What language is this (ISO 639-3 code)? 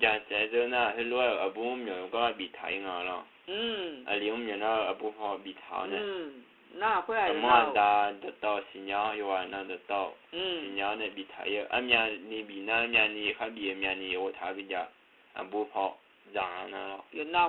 ahk